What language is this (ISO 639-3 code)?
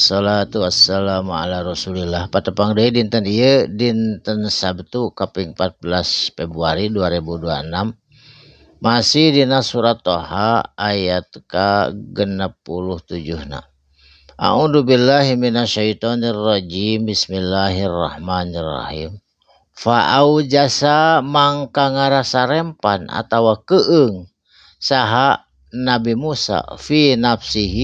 sun